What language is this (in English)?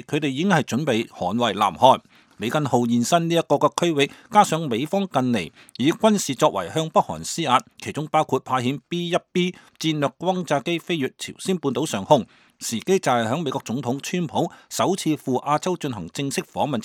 Cantonese